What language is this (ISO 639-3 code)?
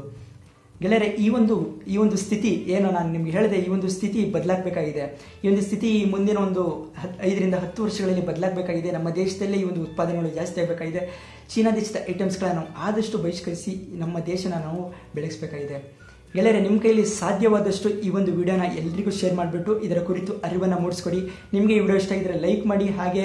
kan